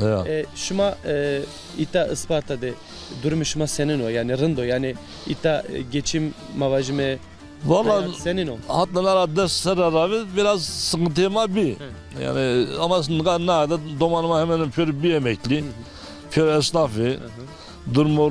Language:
Zaza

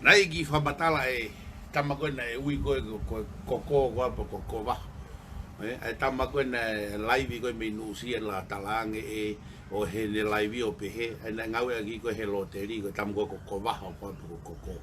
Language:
Tongan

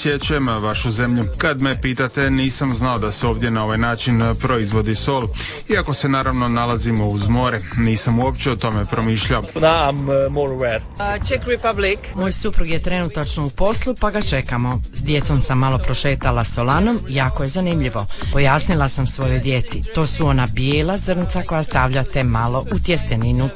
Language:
Croatian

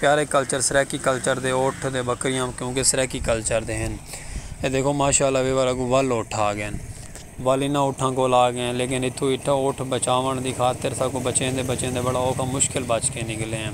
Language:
Saraiki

